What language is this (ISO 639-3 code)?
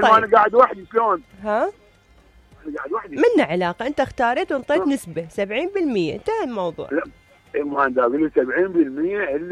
acm